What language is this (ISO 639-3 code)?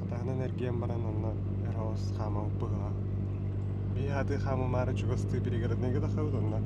sah